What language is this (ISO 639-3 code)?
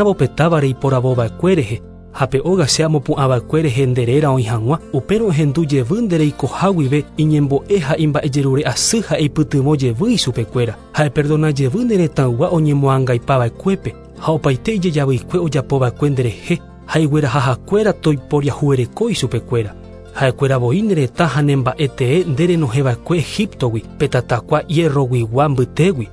grn